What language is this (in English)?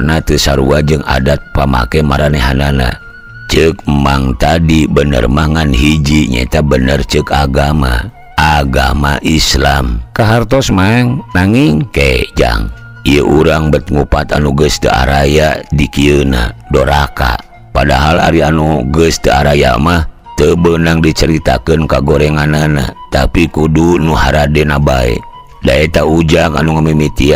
Sundanese